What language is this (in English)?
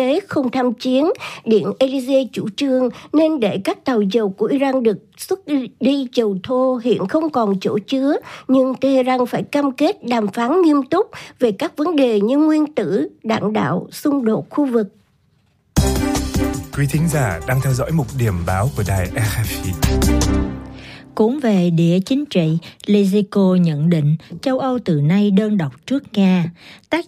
Vietnamese